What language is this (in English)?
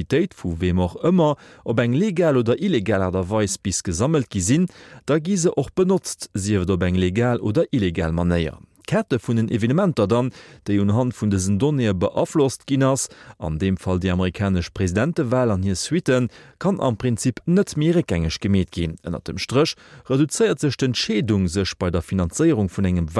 Luxembourgish